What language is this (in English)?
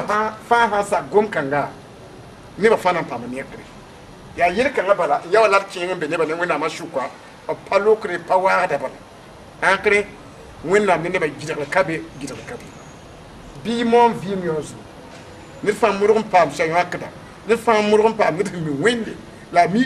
Mossi